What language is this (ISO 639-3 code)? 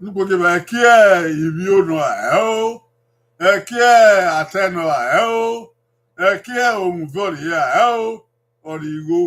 bin